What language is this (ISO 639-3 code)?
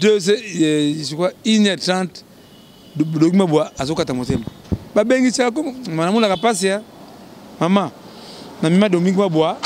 lin